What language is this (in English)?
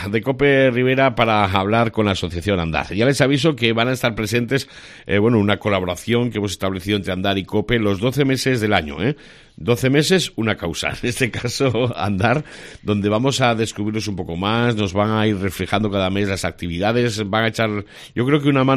Spanish